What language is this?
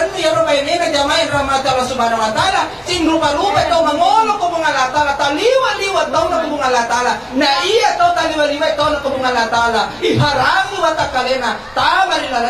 Buginese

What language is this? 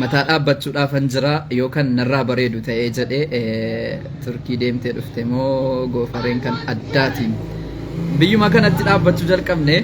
Oromo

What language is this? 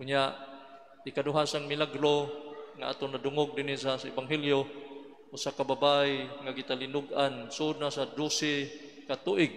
Cebuano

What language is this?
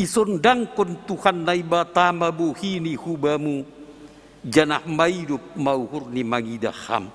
Batak Simalungun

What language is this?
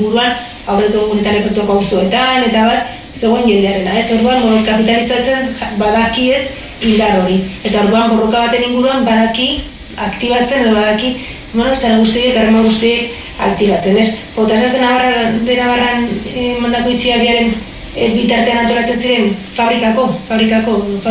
Basque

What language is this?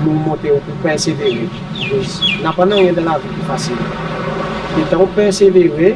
Seselwa Creole French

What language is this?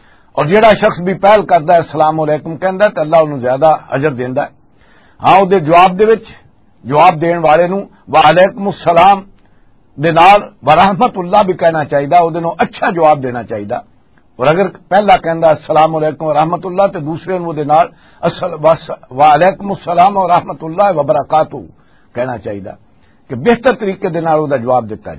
Western Panjabi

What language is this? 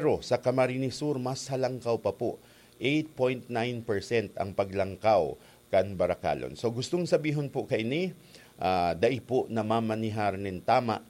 Bikol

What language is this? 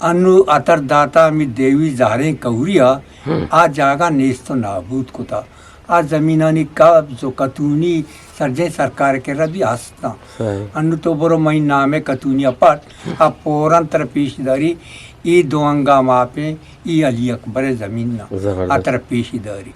Eastern Balochi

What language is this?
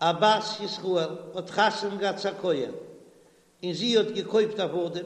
Yiddish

